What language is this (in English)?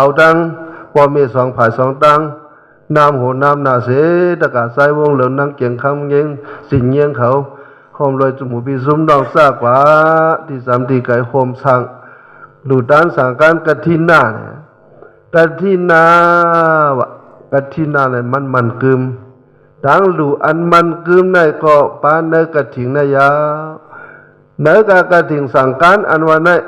Shan